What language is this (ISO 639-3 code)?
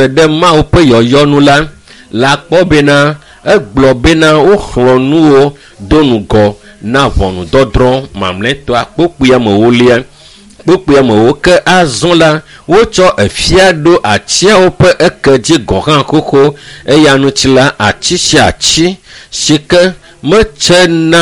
ewe